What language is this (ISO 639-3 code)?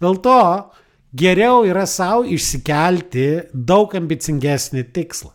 lit